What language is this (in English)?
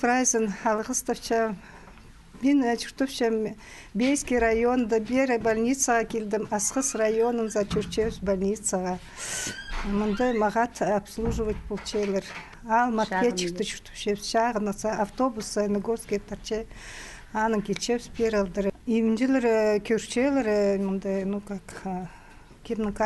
Khakas